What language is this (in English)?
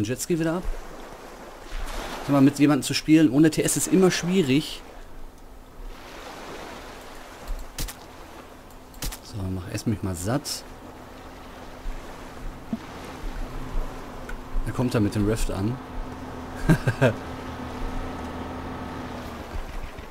German